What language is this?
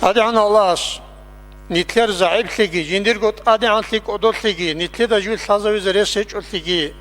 Avaric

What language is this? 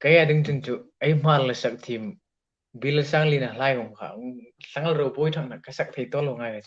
Hmar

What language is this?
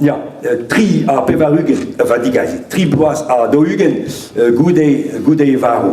Breton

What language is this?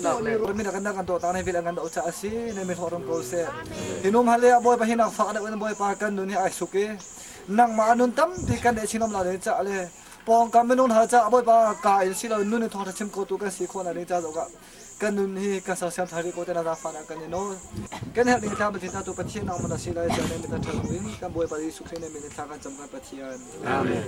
Hakha Chin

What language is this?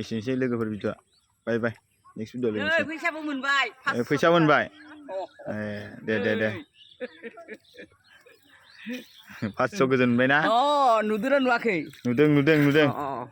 Bodo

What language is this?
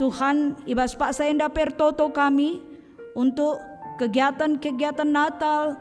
Batak Karo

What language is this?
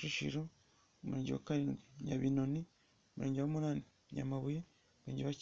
Kinyarwanda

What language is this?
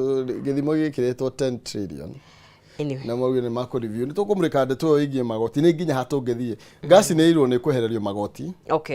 Kikuyu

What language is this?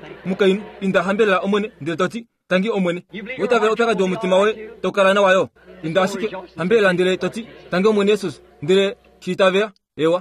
Kuanyama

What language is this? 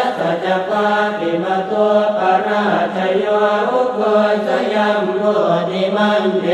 Pali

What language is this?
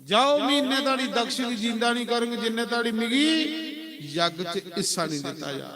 Dogri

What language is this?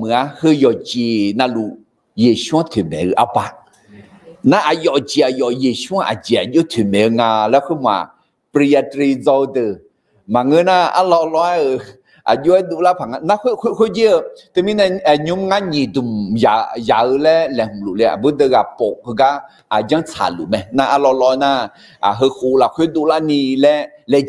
Akha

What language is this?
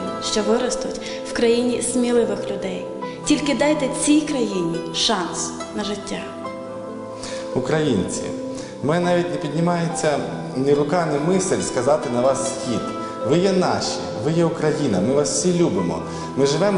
Ukrainian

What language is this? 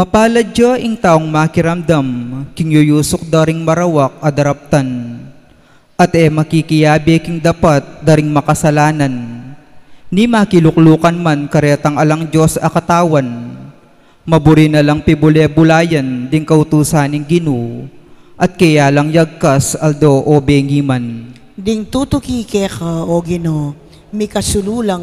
Pampanga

